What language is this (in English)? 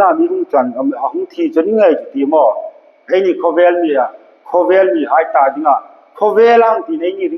Hmar